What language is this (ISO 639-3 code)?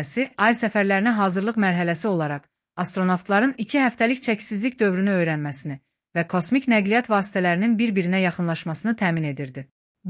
aze